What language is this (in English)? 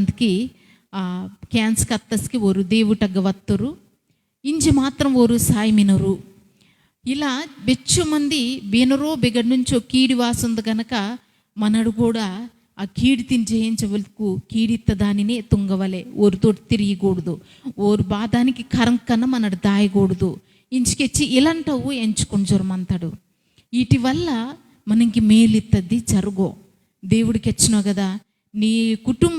Koya